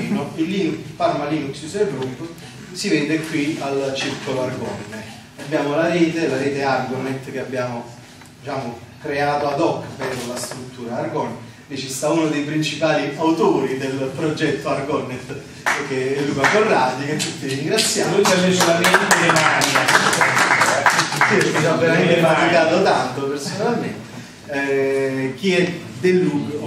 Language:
Italian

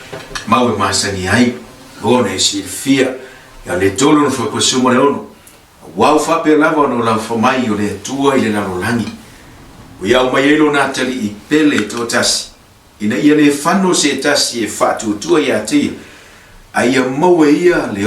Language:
Samoan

